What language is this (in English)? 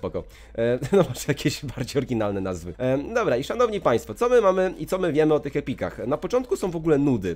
Polish